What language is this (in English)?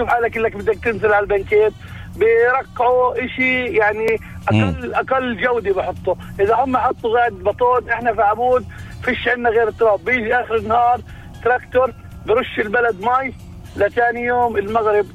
North Levantine Arabic